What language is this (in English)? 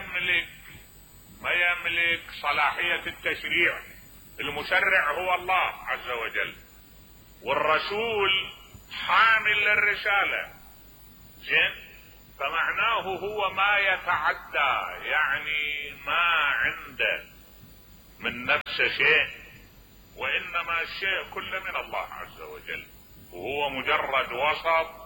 Mesopotamian Arabic